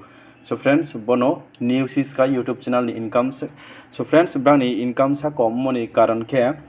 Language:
Riang (India)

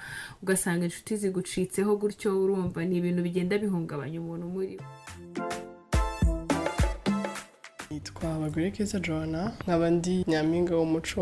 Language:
Kinyarwanda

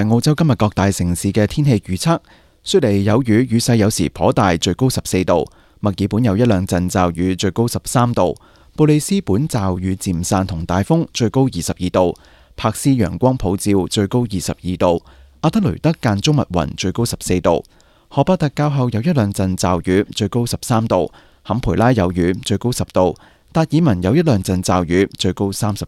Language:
Cantonese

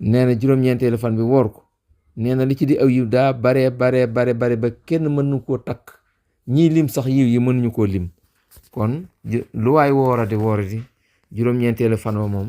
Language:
Wolof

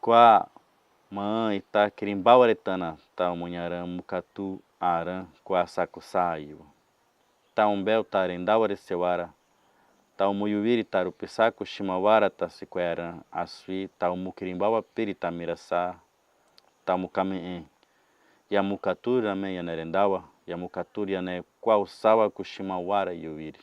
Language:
Nheengatu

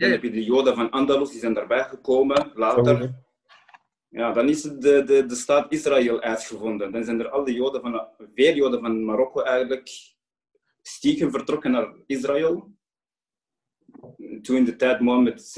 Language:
Dutch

